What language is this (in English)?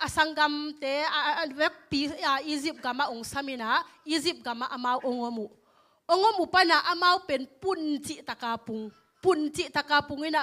Tedim Chin